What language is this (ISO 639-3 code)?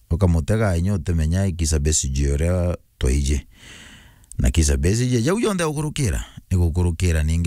mer